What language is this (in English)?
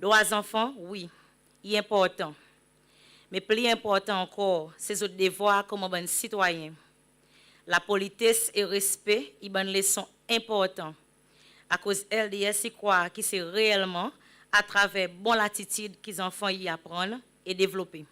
Seselwa Creole French